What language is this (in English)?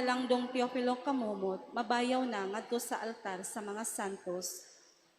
Cebuano